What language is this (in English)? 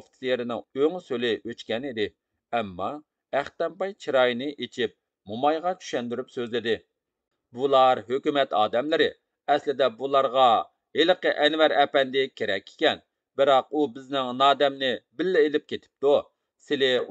Uyghur